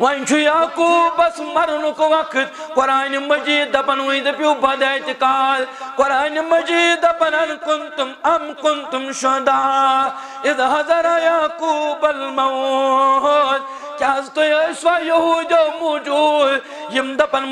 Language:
Kashmiri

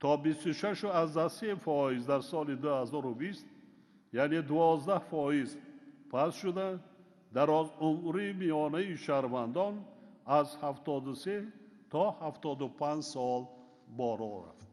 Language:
Tajik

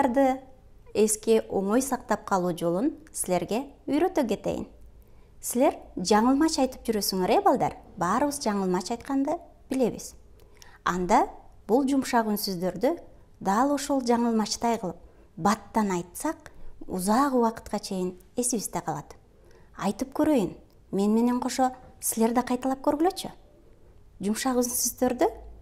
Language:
Kyrgyz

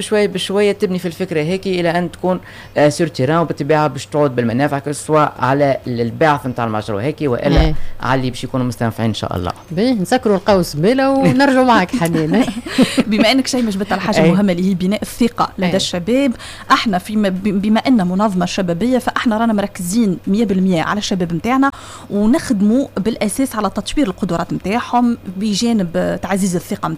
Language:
Tunisian Arabic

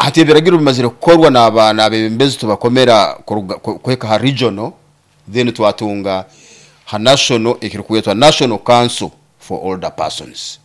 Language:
Nyoro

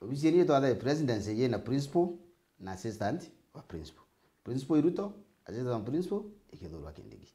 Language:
Meru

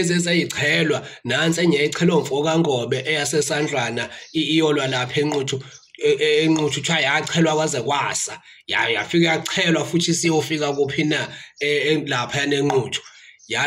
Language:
Zulu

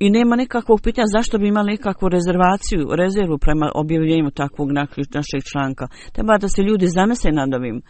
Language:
Bosnian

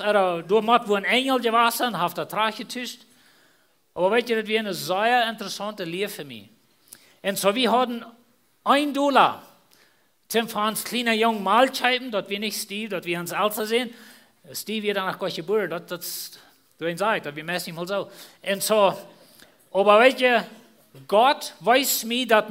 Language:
Plautdietsch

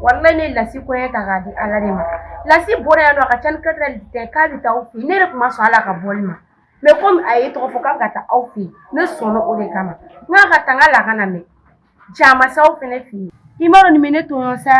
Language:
Bambara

